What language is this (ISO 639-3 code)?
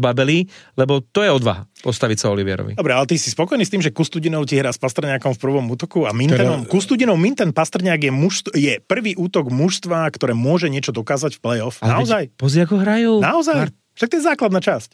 slk